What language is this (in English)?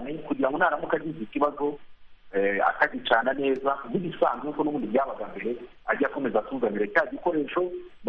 Kinyarwanda